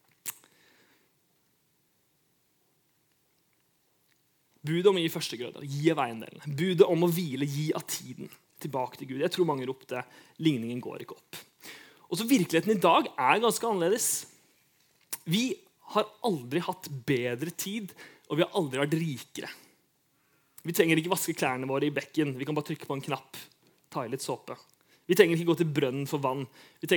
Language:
Norwegian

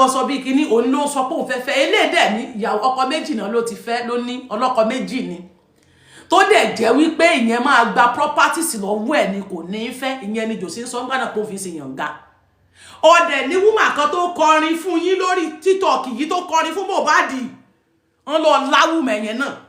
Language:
Yoruba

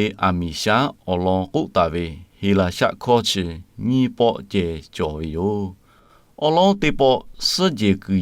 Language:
Lahu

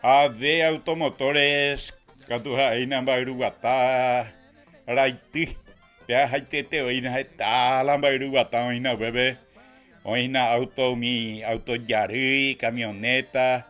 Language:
Guarani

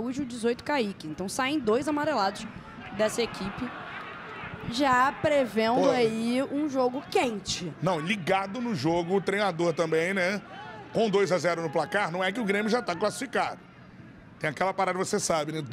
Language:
Portuguese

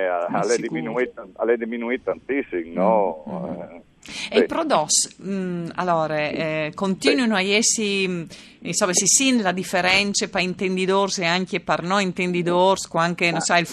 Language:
Friulian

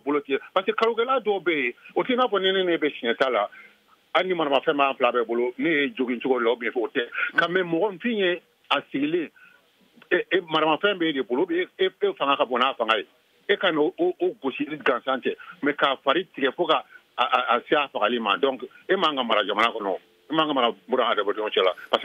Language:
Bambara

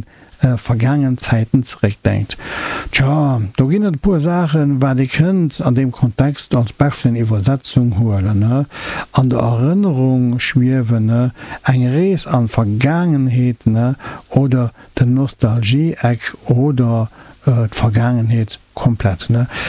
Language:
Luxembourgish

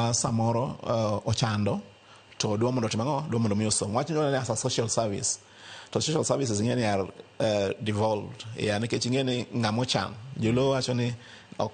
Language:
Luo (Kenya and Tanzania)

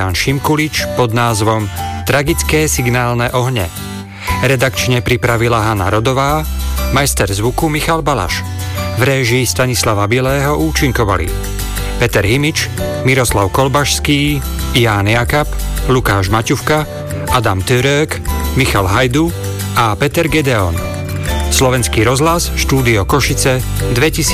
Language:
Slovak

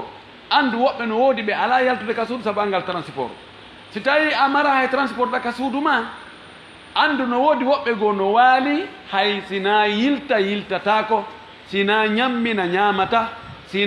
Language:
Fula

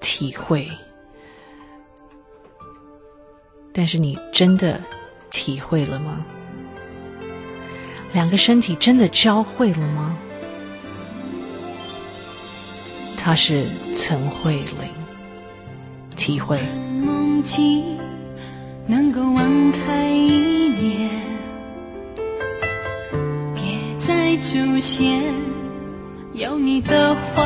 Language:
Chinese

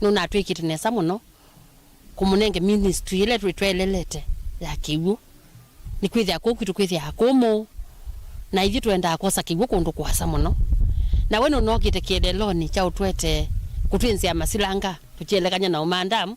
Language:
Kamba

